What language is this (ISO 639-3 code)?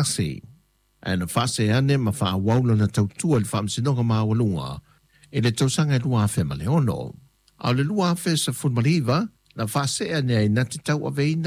smo